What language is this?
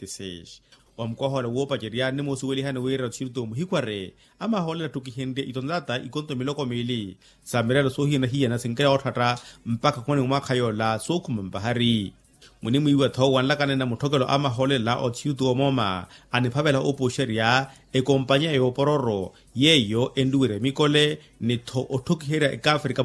Makhuwa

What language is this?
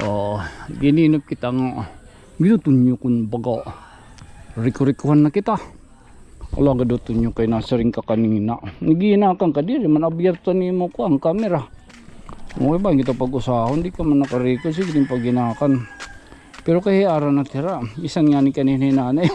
Waray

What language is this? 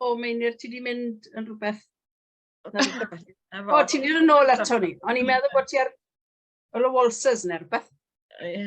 Welsh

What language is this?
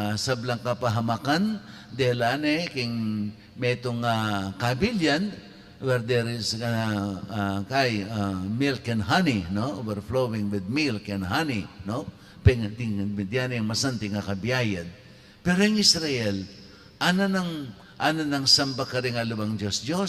Pampanga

